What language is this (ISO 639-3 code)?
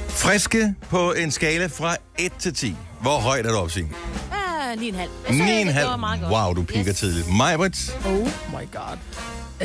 dan